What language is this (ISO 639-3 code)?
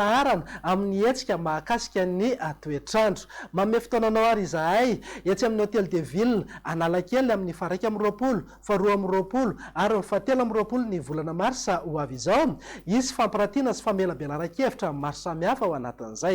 mlg